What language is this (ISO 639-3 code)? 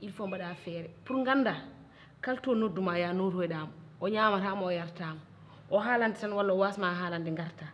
ful